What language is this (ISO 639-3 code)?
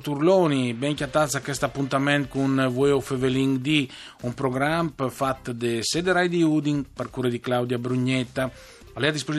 fur